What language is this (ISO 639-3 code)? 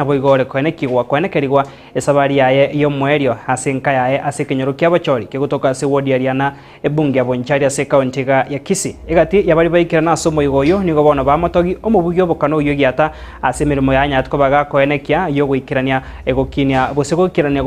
guz